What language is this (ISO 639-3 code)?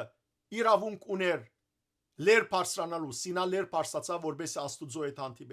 hyw